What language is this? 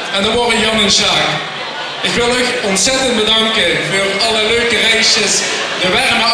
Limburgish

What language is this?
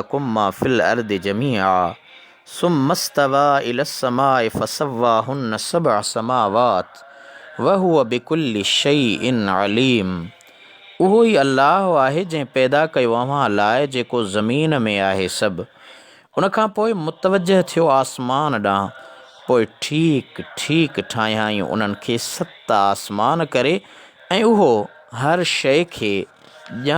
Sindhi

